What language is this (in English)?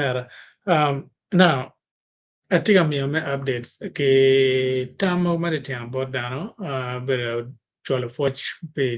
Acoli